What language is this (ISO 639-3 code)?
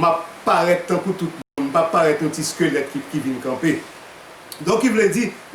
hat